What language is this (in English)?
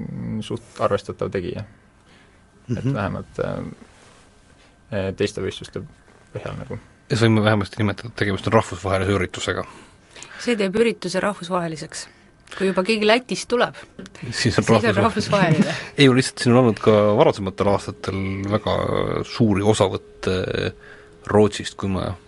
Estonian